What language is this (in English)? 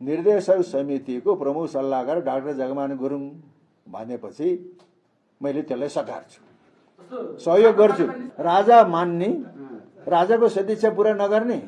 Nepali